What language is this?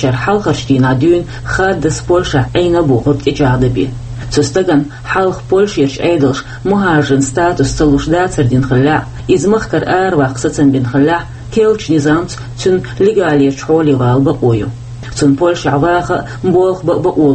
Chechen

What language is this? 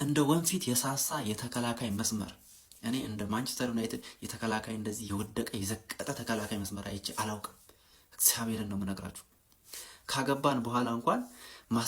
Amharic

